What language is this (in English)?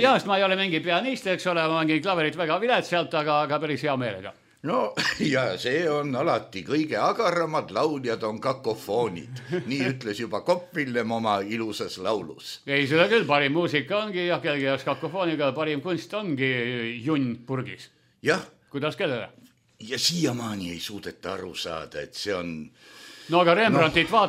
Estonian